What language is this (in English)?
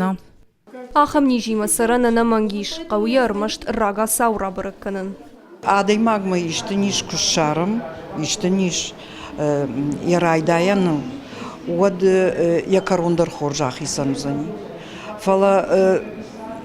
Ossetic